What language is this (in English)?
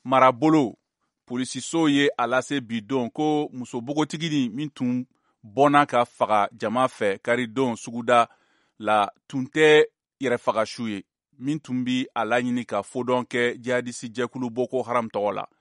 Bambara